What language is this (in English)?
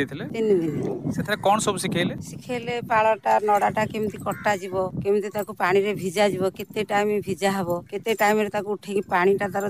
Odia